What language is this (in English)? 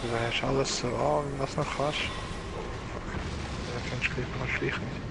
Swiss German